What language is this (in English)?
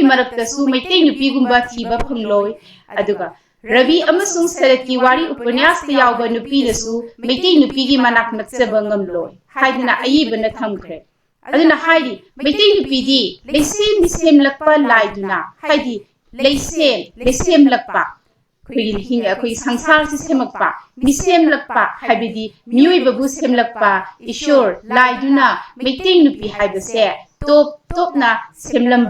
Manipuri